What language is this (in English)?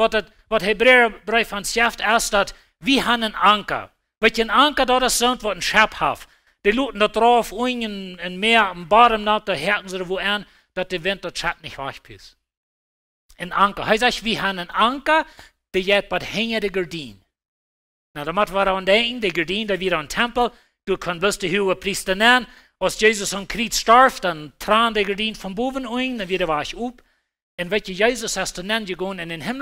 Plautdietsch